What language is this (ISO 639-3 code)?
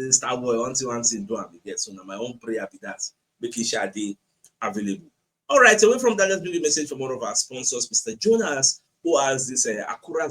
pcm